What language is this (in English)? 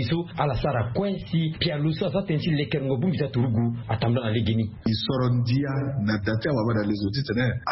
Sango